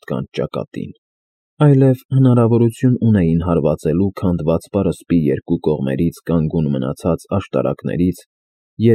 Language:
Armenian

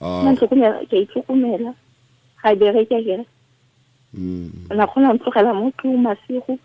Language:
Tswana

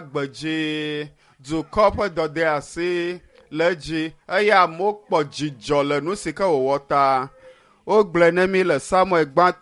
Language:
Ewe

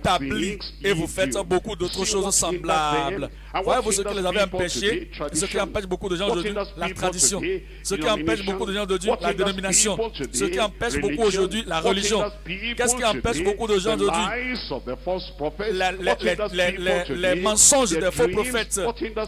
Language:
French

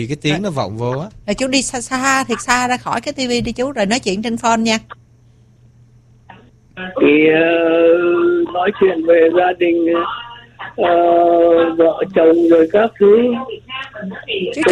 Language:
Vietnamese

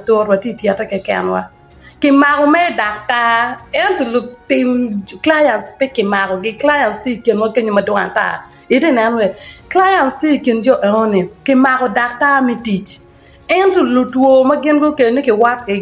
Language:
Acoli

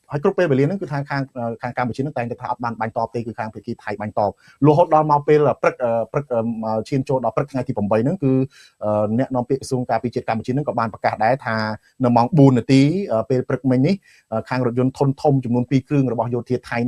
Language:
Khmer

